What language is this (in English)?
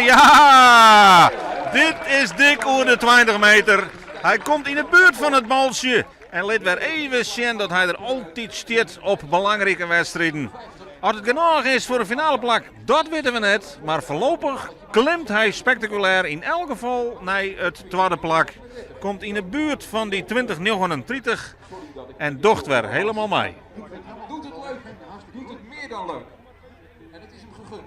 Western Frisian